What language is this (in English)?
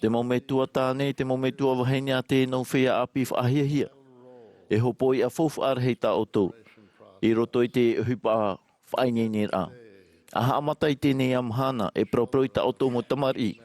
Tahitian